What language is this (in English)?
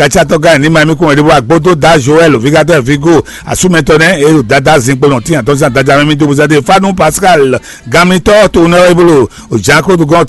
Fon